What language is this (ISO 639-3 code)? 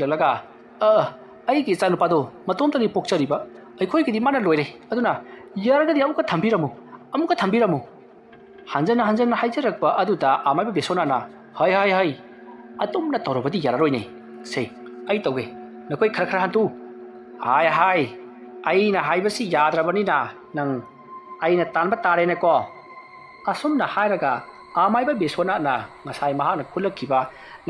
mni